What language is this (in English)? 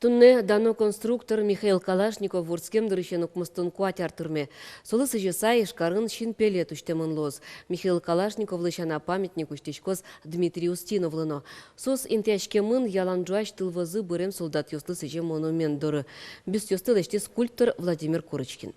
Udmurt